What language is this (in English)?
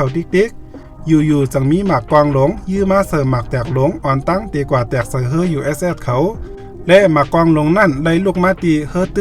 Shan